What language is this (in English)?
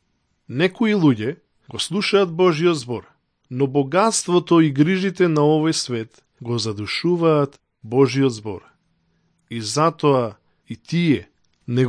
Macedonian